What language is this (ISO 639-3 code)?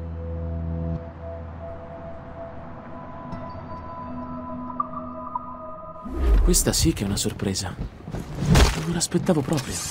ita